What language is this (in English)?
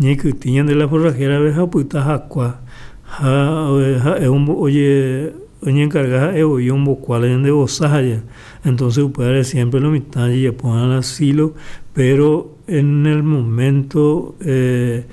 Guarani